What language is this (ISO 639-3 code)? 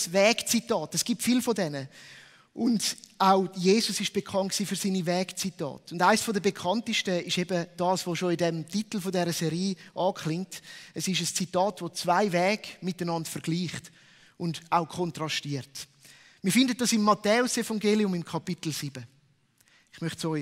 gsw